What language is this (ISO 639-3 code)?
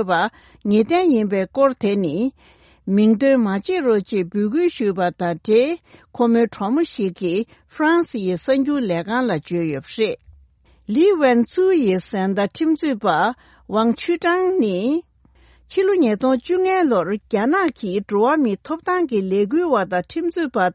bod